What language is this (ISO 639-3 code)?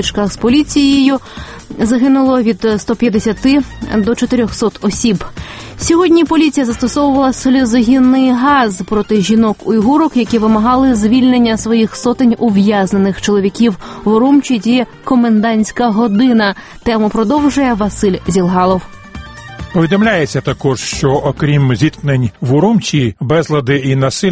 ukr